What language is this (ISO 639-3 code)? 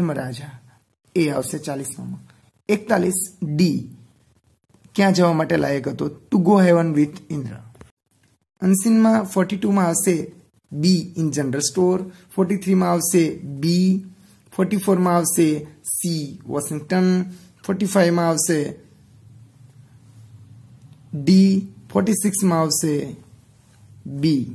guj